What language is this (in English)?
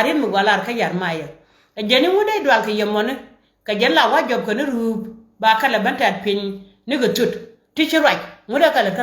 Nuer